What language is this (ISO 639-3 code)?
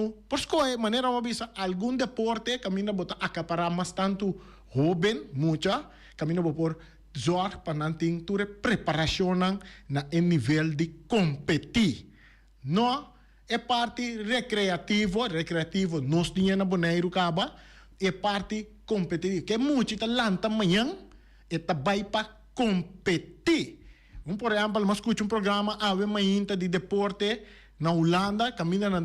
pap